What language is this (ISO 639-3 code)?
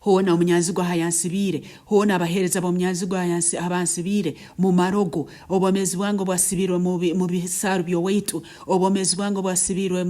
nyn